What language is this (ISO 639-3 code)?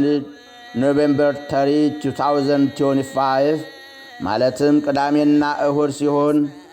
amh